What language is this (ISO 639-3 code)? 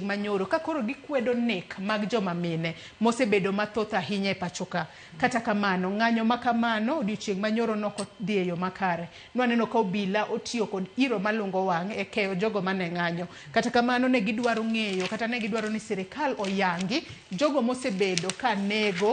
luo